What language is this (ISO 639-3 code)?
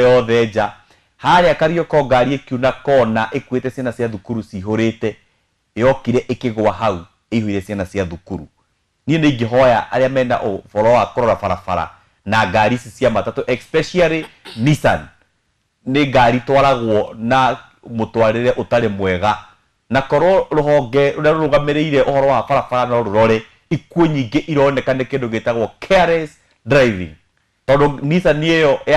kik